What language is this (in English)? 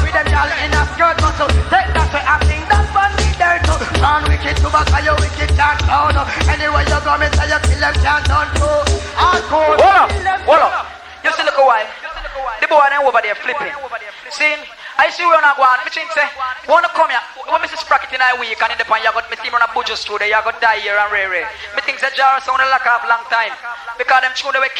Jamaican Creole English